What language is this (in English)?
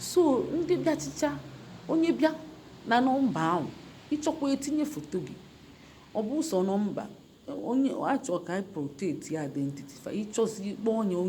Igbo